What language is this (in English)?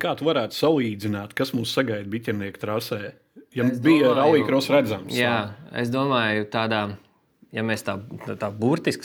Latvian